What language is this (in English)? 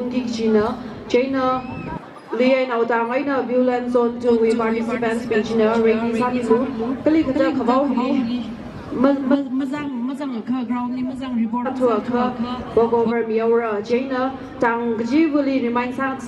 Tangkhul Naga (India)